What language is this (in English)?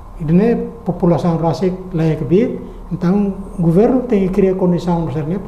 Tetum